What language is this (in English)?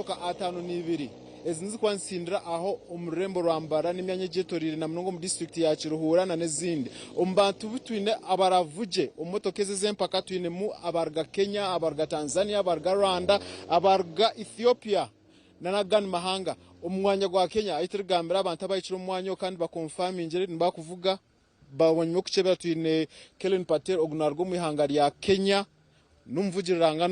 Nyankole